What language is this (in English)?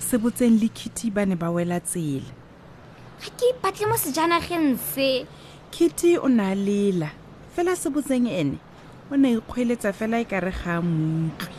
Tswana